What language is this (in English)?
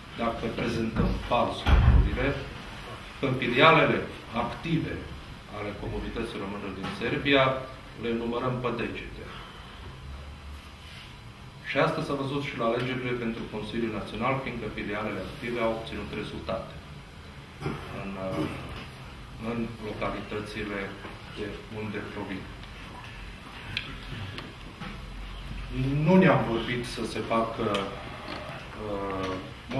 Romanian